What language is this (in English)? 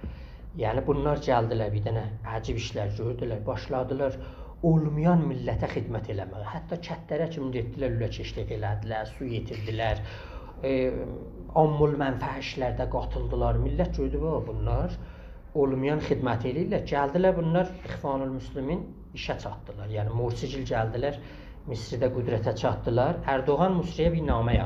South Azerbaijani